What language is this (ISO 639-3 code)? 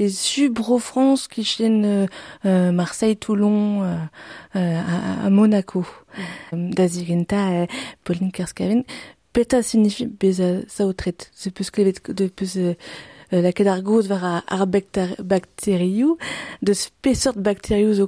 bre